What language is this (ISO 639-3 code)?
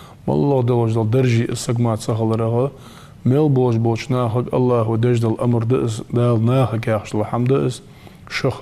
inh